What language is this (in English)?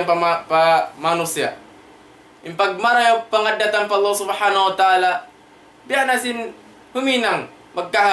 Tausug